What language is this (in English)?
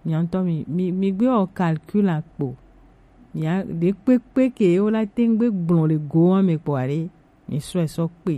Gen